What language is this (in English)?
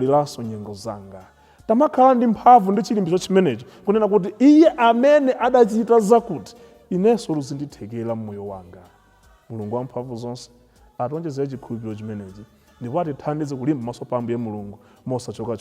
Nyanja